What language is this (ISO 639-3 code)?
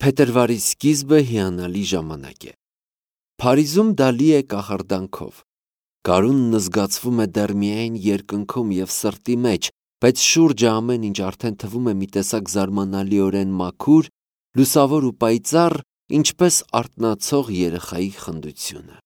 hye